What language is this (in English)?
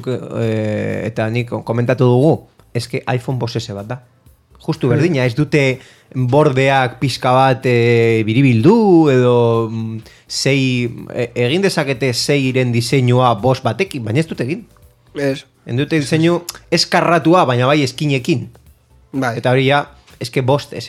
Basque